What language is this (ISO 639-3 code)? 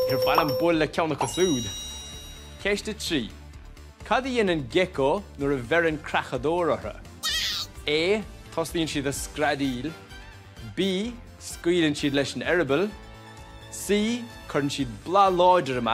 gle